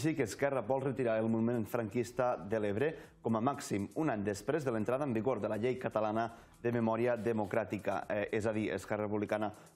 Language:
Catalan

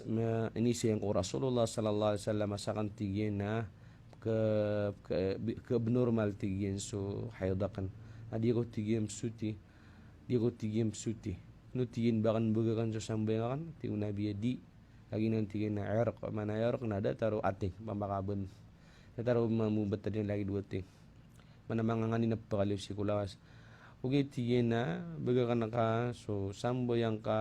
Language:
Maranao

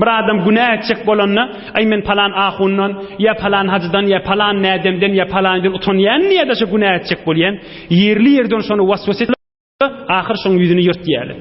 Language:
Turkmen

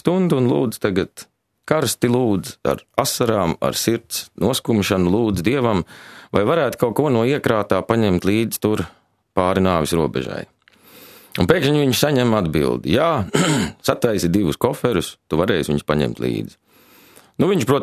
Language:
Latvian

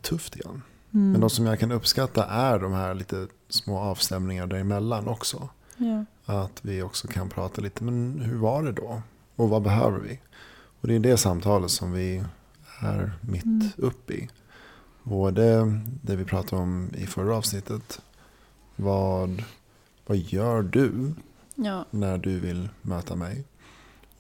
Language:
Swedish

